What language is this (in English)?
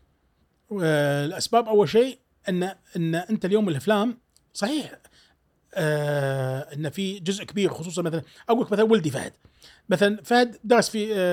Gulf Arabic